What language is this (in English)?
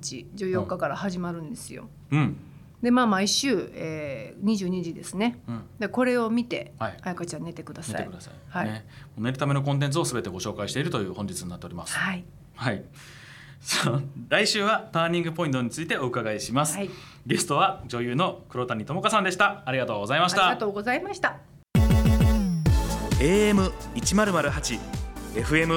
Japanese